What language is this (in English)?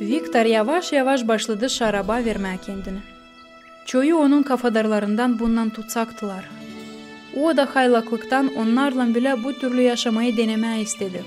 Gagauz